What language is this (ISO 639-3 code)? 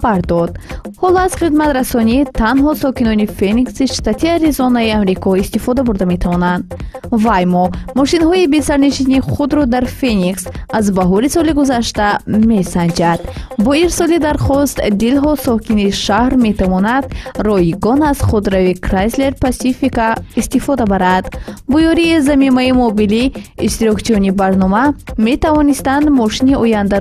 tgk